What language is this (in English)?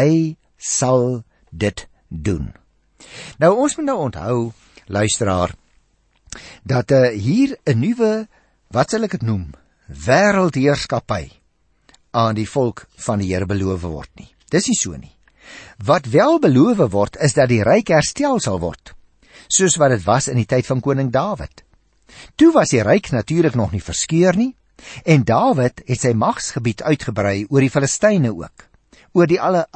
Afrikaans